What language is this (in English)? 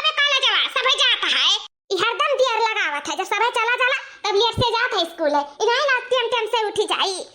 Awadhi